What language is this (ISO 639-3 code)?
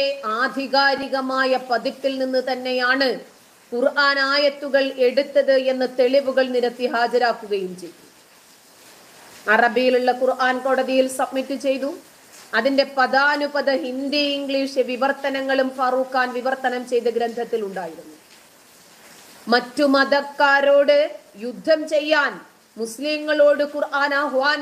mal